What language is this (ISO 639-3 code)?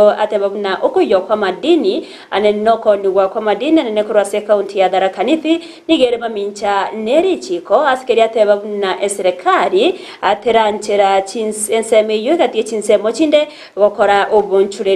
guz